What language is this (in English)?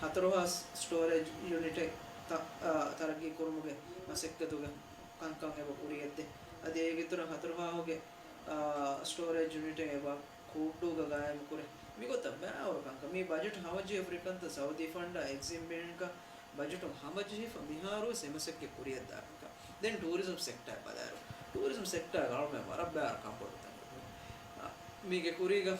Divehi